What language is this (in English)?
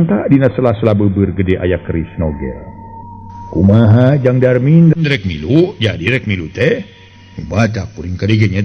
Sundanese